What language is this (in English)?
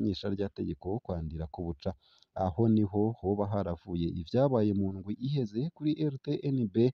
Rundi